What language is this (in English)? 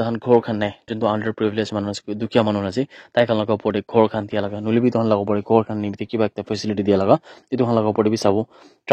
Naga Pidgin